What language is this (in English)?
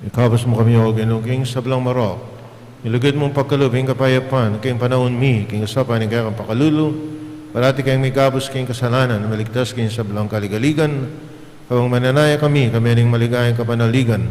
Pampanga